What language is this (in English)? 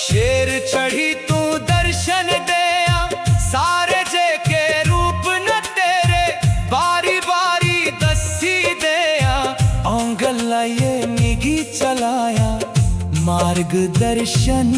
Dogri